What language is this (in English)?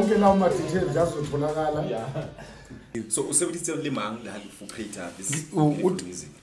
Zulu